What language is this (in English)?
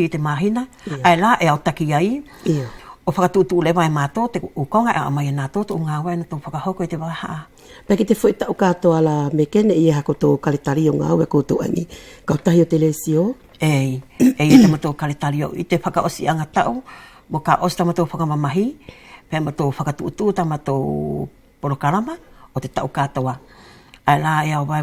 Wallisian